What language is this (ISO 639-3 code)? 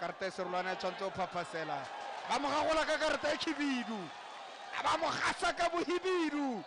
tsn